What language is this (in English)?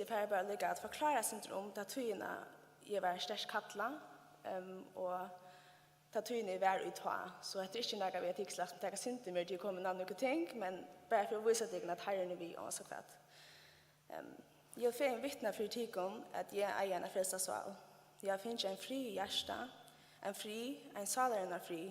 Faroese